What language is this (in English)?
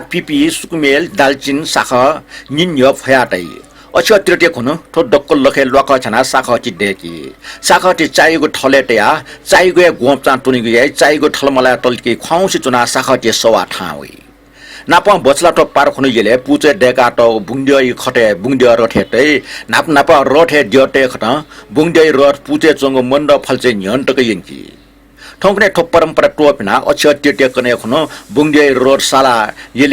Newari